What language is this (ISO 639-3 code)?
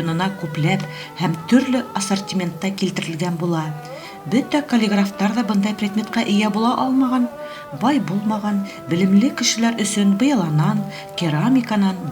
bak